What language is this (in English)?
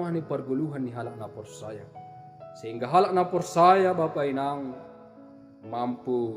Batak Simalungun